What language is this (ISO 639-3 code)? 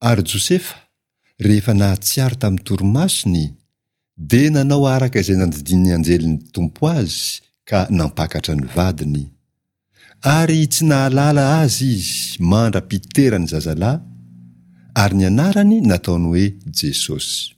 mlg